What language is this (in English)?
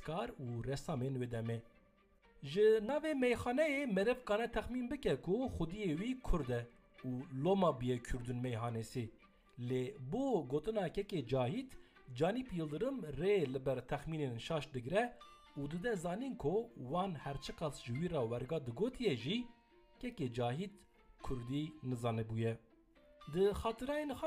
Kurdish